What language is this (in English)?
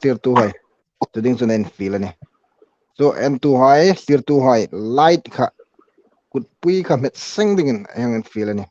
Hmar